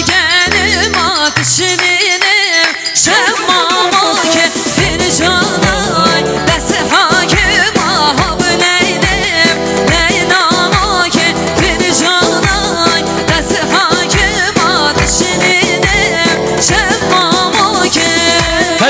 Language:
Kurdish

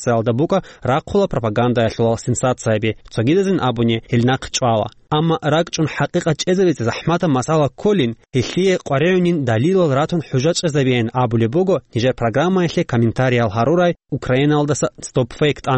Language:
Avaric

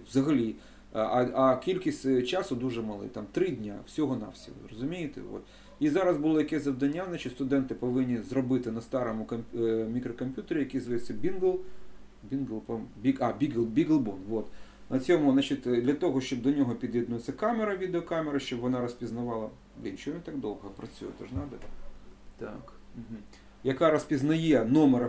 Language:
Ukrainian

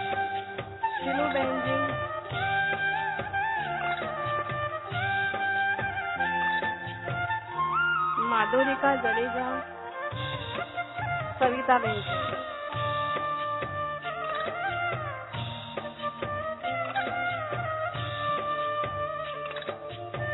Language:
Hindi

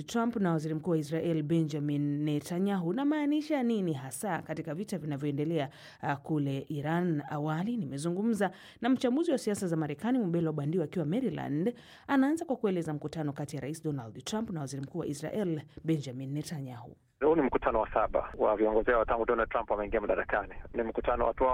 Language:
Swahili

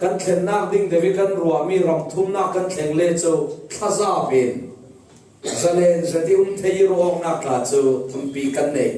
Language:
Falam Chin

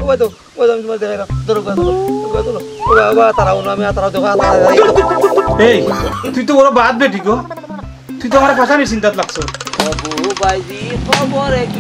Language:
Sylheti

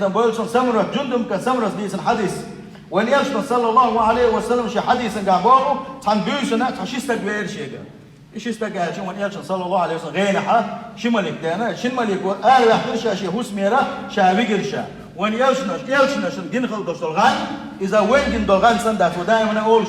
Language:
Chechen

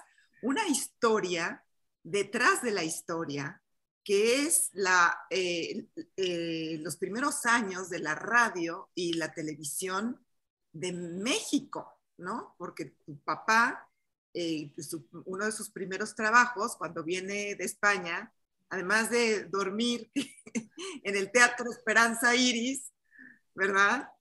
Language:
Spanish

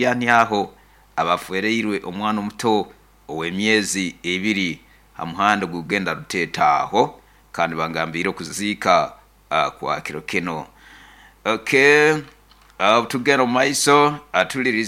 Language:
Nyoro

